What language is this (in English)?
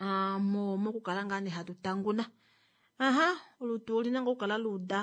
Kuanyama